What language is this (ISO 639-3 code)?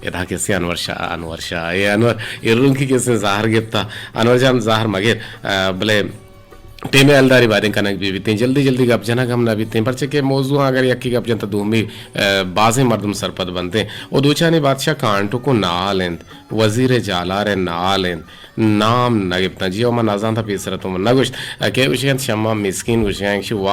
bgp